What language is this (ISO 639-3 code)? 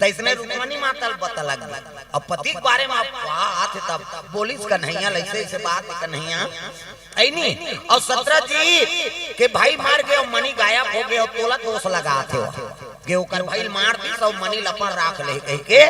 hne